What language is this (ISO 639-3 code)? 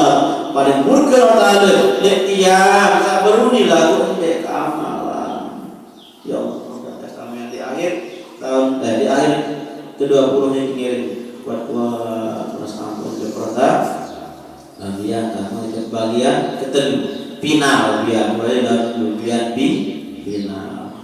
sas